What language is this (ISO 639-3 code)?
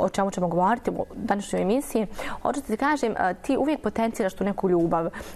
bos